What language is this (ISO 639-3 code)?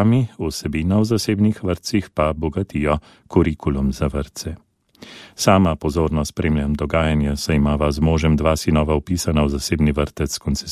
slv